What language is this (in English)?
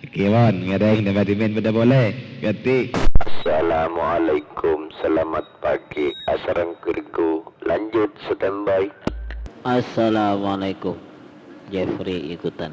Madurese